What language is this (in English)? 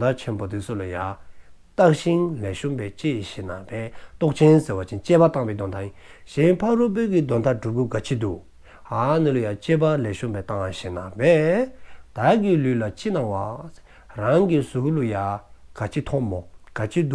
Dzongkha